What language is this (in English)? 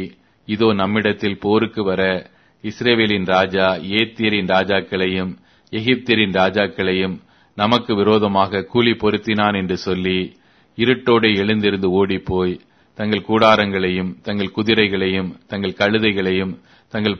Tamil